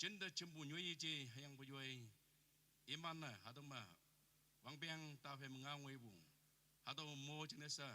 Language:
Naga Pidgin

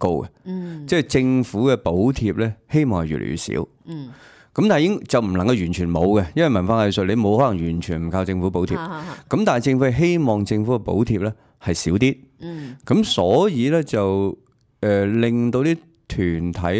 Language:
Cantonese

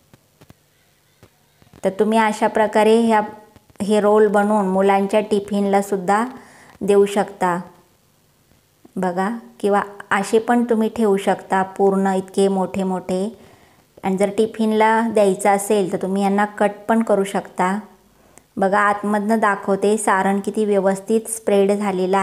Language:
Marathi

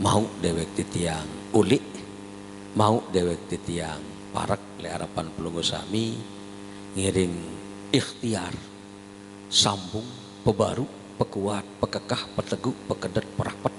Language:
Sasak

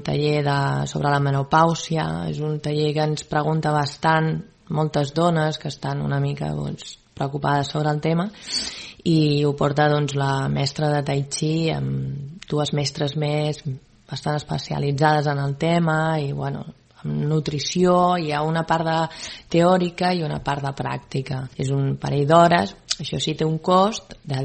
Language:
Catalan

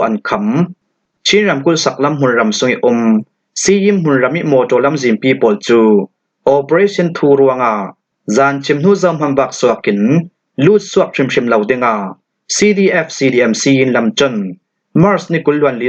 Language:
Falam Chin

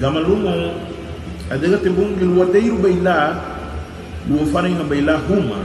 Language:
Garifuna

